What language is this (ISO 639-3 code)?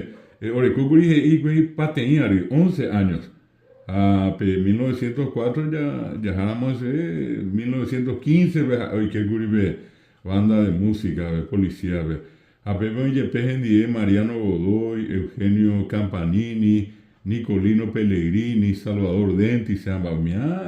grn